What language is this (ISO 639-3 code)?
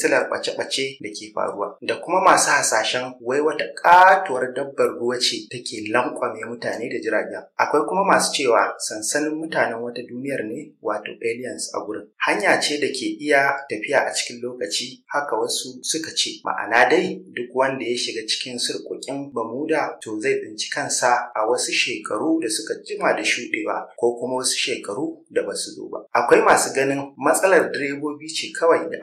hau